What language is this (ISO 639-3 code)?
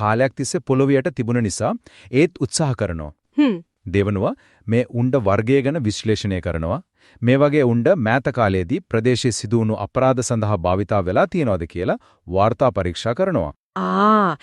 sin